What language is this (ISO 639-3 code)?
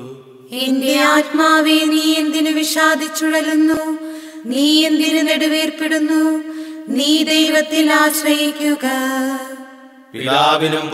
mal